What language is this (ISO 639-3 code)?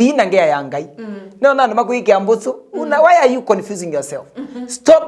kam